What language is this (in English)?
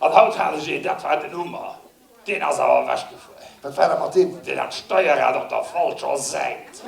Luxembourgish